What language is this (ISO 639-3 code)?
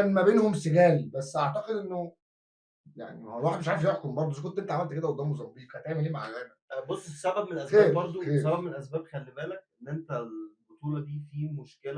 arz